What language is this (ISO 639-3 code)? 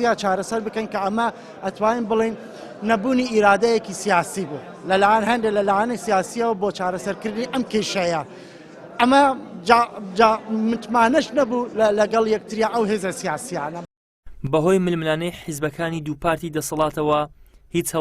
ckb